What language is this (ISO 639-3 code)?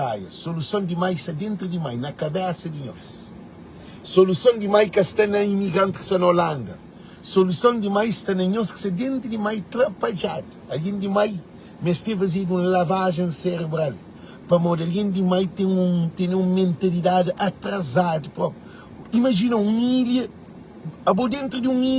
kea